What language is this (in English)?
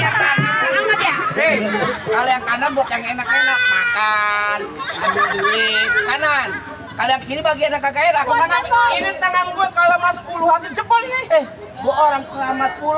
Betawi